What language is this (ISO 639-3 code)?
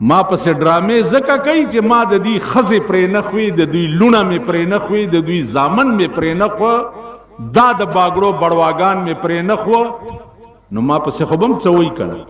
pus